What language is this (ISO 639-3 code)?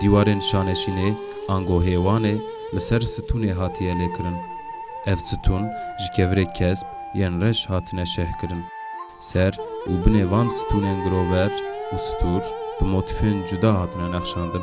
kur